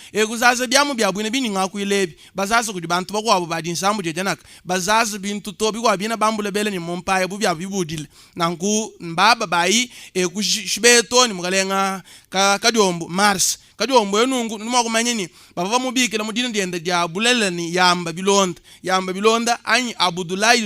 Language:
Luba-Lulua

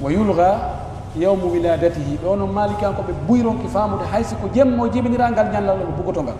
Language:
Pular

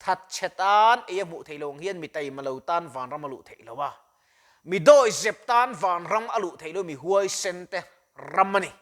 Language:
Mizo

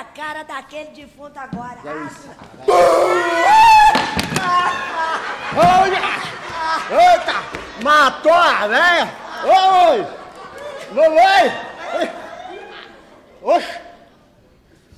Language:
Portuguese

